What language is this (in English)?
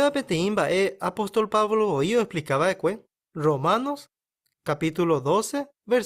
Guarani